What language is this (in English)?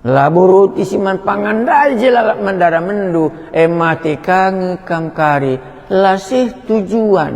Batak Karo